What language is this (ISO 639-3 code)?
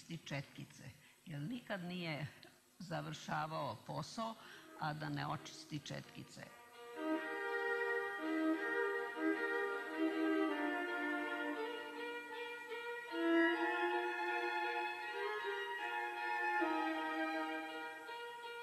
srp